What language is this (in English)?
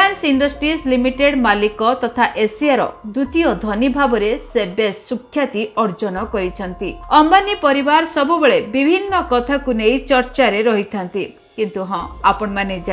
Odia